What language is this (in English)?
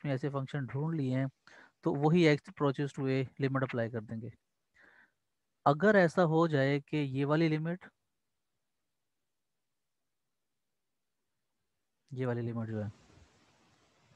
Hindi